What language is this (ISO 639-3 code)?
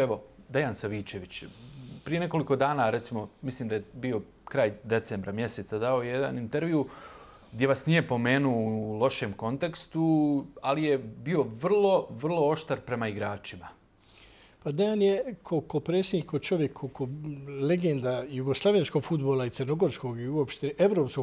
bos